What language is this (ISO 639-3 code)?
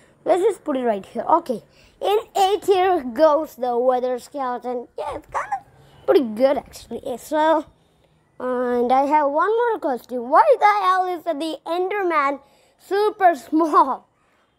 eng